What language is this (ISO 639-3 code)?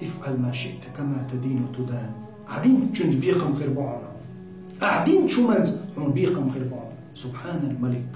che